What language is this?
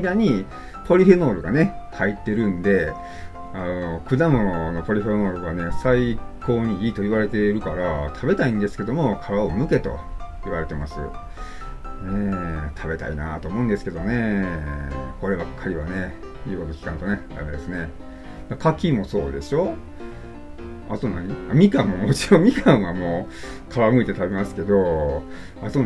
Japanese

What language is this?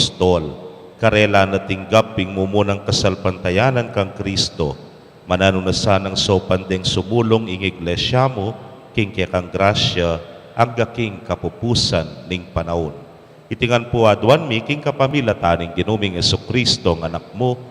Pampanga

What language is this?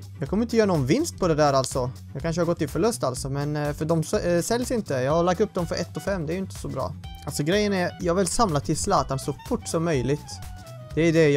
Swedish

